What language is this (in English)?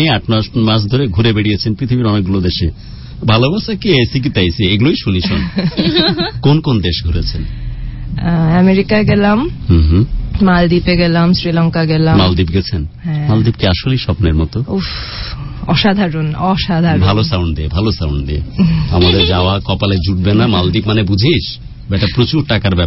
Bangla